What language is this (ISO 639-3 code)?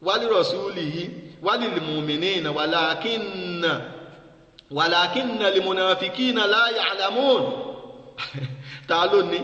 yor